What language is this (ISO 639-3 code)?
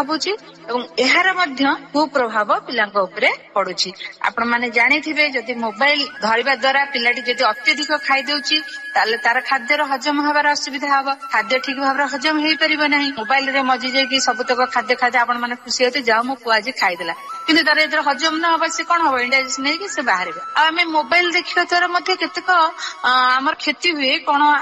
ori